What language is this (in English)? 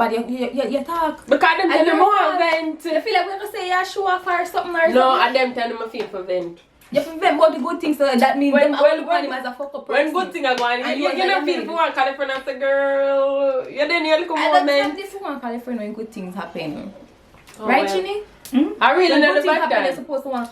Jamaican Creole English